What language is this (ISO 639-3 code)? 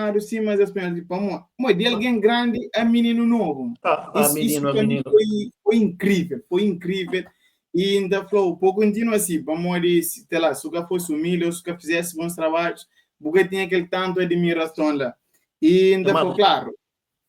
kea